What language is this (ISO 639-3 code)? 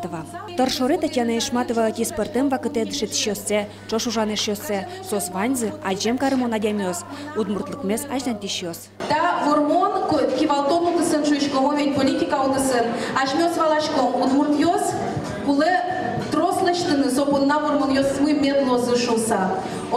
udm